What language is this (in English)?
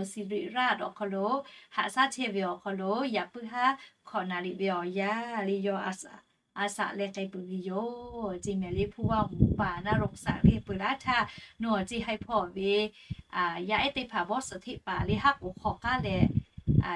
Lahu